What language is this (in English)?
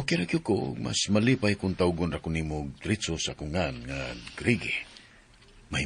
Cebuano